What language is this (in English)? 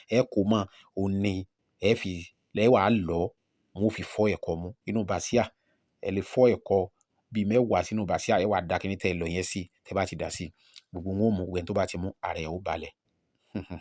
Yoruba